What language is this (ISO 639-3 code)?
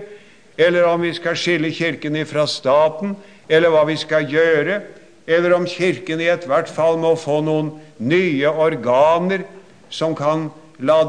nor